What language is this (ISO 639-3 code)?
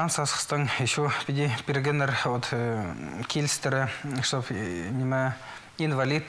kjh